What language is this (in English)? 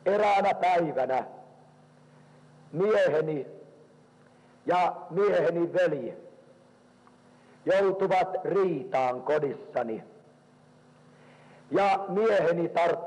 Finnish